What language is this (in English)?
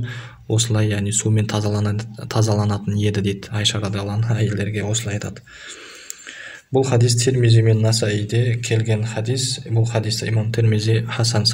Kazakh